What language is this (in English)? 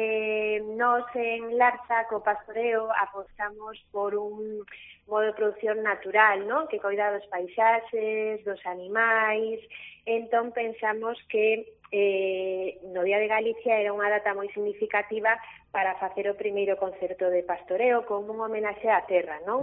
Galician